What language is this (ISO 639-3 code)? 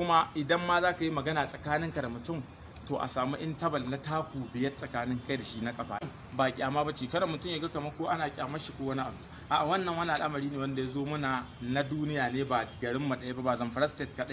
hau